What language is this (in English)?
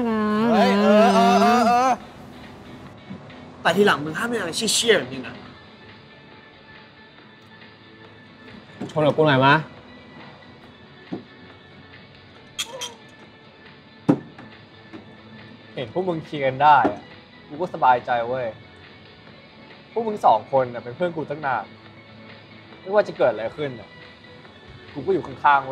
Thai